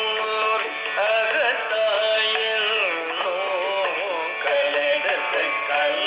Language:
Tamil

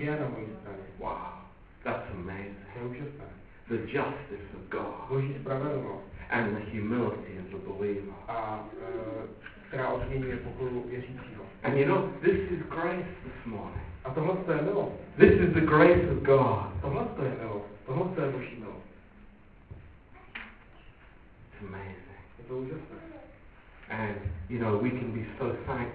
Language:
Czech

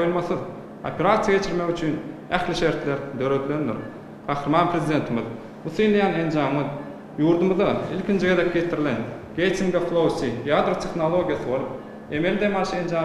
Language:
Turkmen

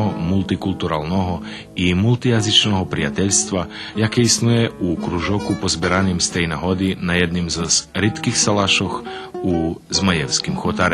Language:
Rusyn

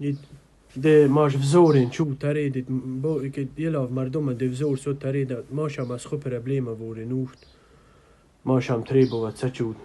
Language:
Tajik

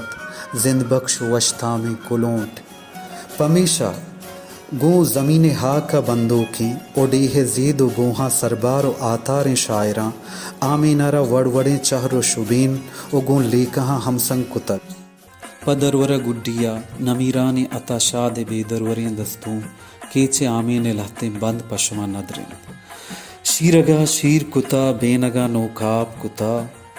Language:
Baluchi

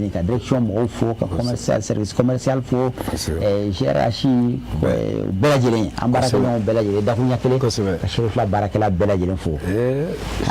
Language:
Bambara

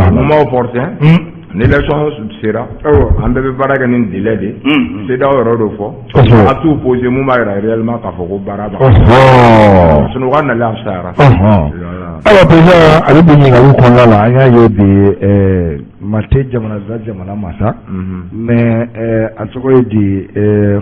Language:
Bambara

